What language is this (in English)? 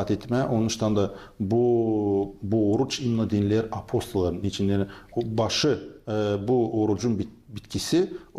Gagauz